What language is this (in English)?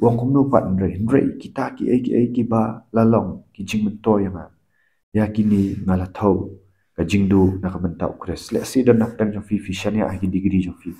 Khasi